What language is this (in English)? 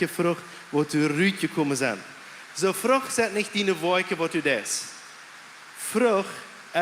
Plautdietsch